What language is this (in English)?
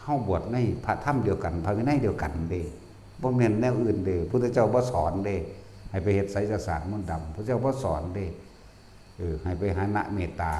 Northeastern Thai